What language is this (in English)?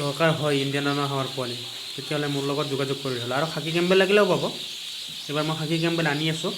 Assamese